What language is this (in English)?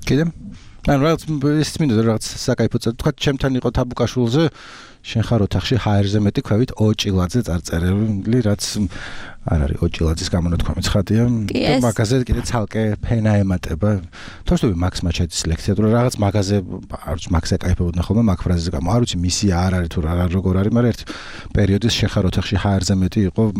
Georgian